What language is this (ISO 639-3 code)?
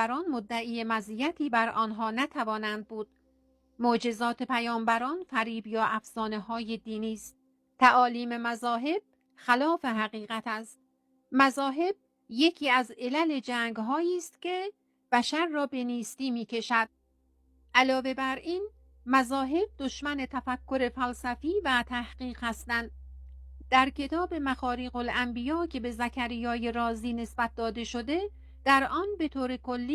fas